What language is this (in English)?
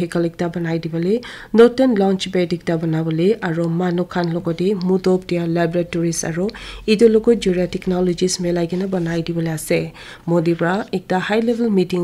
Naga Pidgin